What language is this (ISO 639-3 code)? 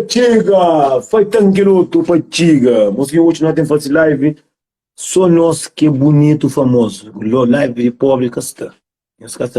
kea